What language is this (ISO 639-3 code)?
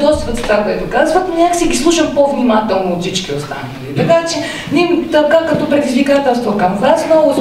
bul